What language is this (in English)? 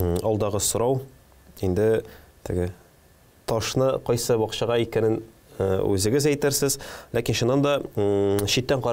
Tatar